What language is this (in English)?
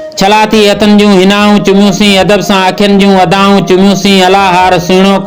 Sindhi